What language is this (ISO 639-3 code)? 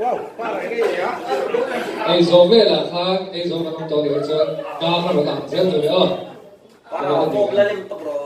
lus